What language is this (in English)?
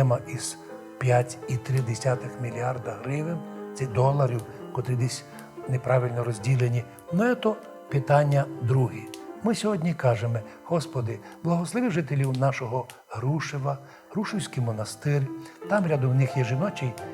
Rusyn